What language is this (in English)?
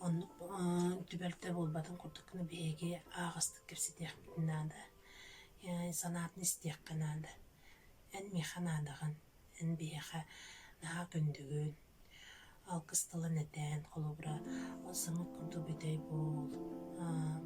Yakut